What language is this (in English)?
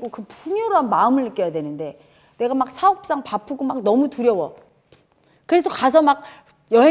Korean